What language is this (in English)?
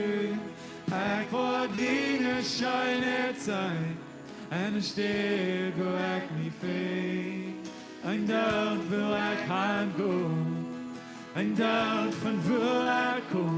Plautdietsch